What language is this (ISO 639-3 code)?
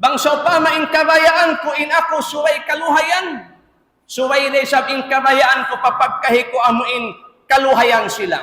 tsg